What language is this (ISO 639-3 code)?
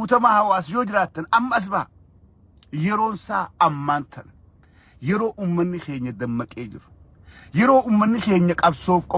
orm